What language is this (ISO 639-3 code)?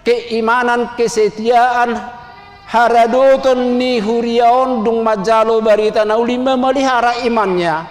bbc